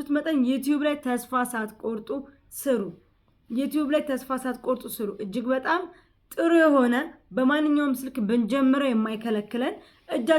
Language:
Amharic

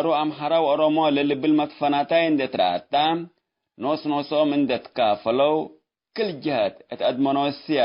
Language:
Tigre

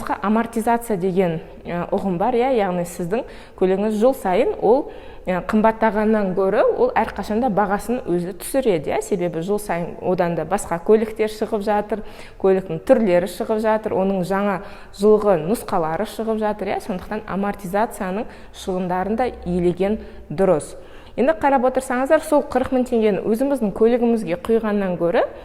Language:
Kazakh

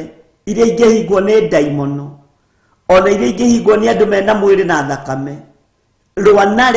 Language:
Kikuyu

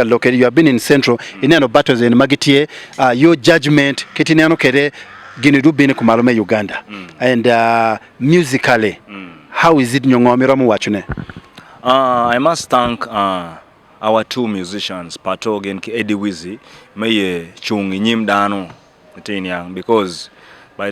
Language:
Acoli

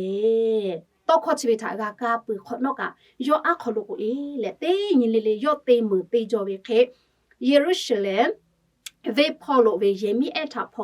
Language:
Lahu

